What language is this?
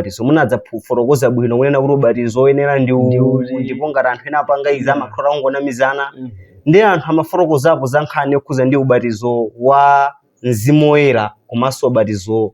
Nyanja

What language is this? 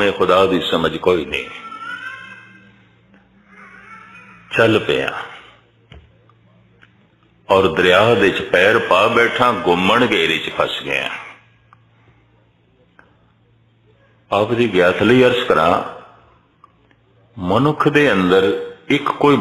Punjabi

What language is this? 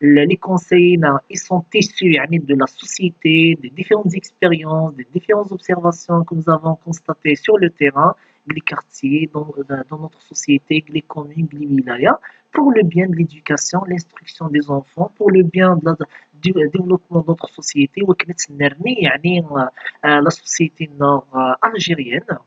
Kabyle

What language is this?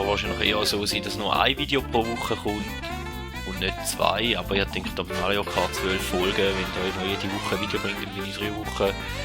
Swiss German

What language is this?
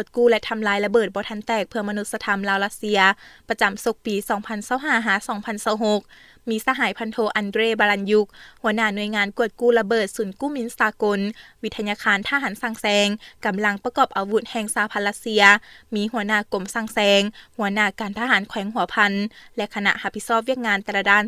Lao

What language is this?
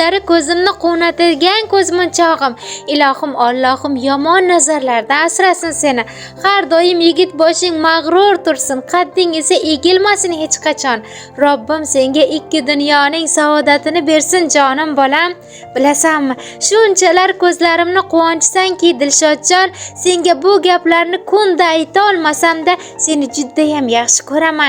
Uzbek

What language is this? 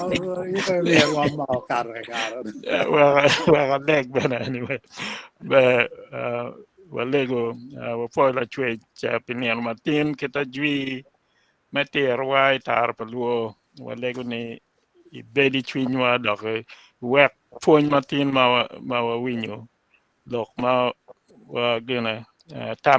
Acoli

